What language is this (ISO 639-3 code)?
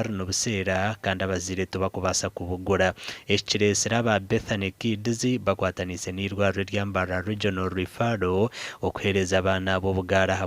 nyn